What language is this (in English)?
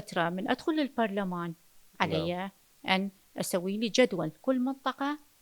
Mesopotamian Arabic